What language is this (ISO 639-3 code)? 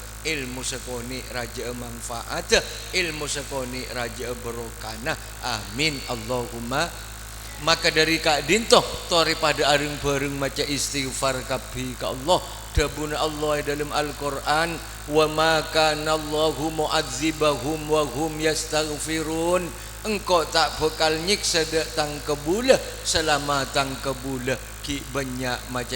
mad